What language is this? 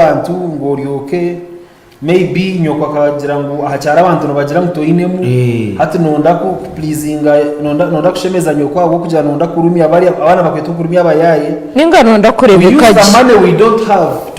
Nyankole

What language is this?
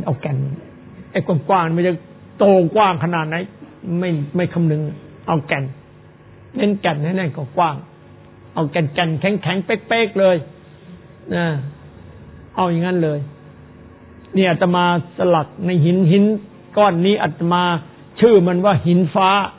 Thai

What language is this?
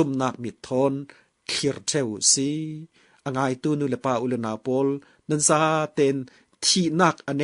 Falam Chin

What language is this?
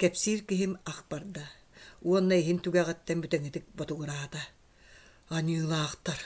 Yakut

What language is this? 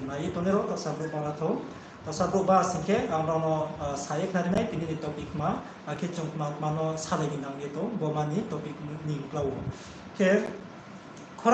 Riang (India)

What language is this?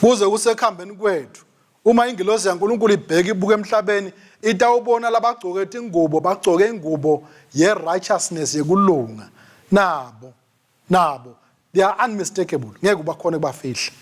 Swati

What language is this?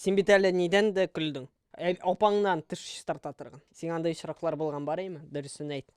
Tatar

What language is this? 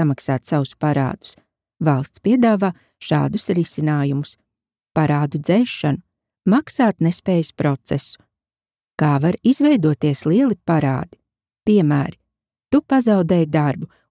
Latvian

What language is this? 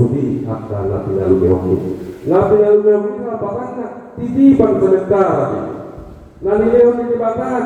Batak Toba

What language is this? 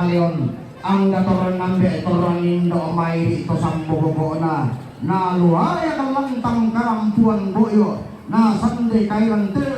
Toraja-Sa'dan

